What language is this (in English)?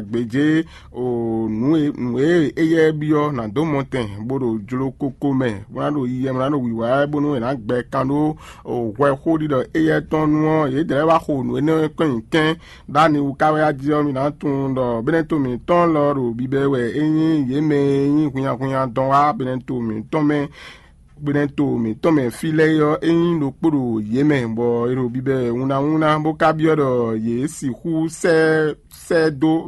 Fon